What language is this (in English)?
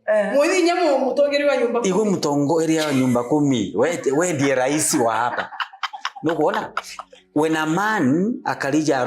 Meru